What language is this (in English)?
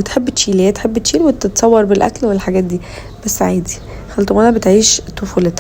Egyptian Arabic